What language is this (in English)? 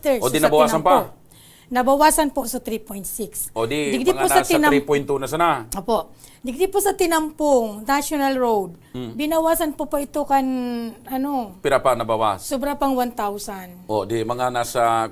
Bikol